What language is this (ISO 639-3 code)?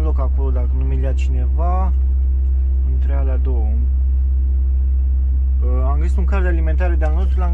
ron